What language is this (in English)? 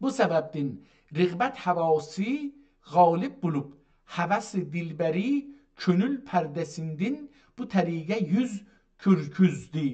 South Azerbaijani